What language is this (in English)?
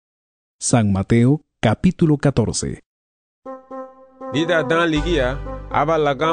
Garifuna